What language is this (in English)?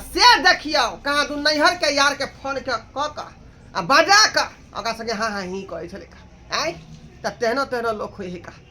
Maithili